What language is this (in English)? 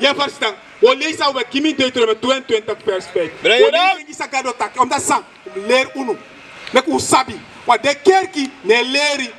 Sranan Tongo